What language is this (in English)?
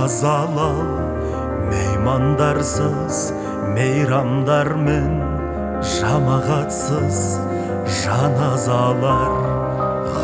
Kazakh